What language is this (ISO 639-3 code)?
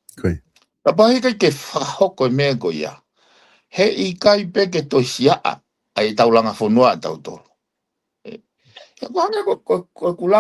ton